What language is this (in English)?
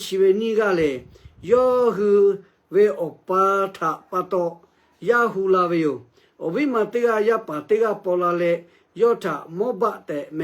Lahu